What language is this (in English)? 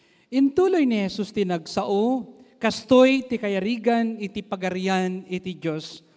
Iloko